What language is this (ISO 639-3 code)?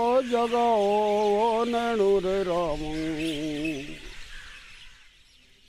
urd